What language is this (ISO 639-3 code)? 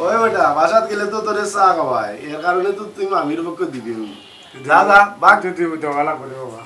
syl